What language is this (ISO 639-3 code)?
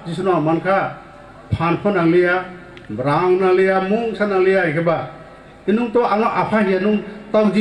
ria